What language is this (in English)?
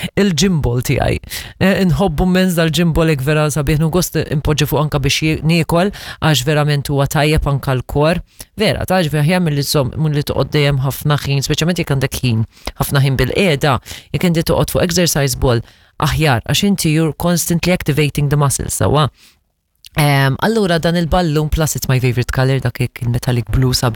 Maltese